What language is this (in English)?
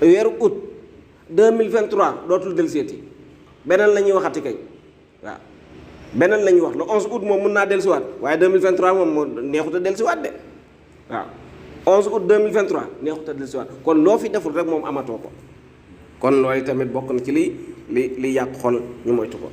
Wolof